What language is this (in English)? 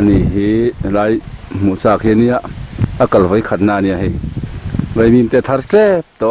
Mizo